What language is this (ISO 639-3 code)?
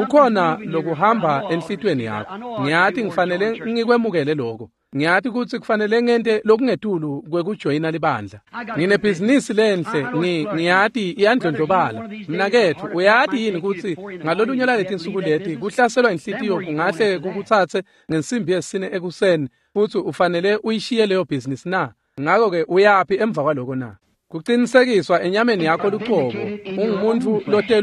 ssw